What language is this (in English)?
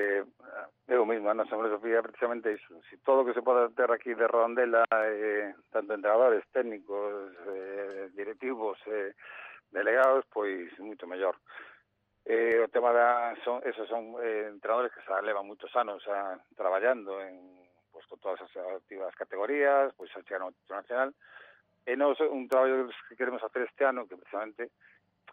Galician